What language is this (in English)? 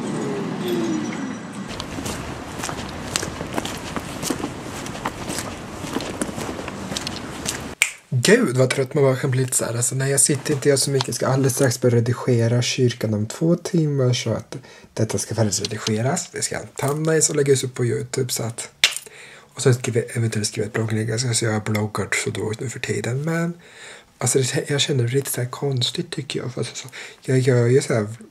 Swedish